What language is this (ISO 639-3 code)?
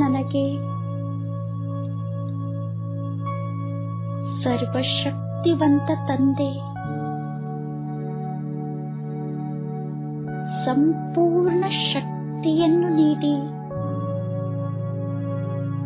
kan